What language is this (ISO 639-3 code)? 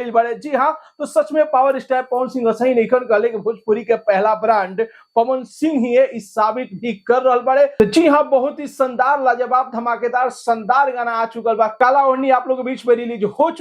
bho